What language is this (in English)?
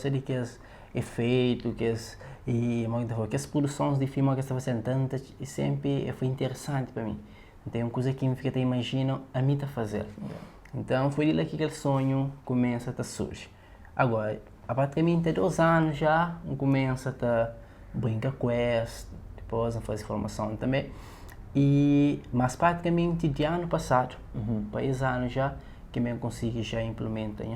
Kabuverdianu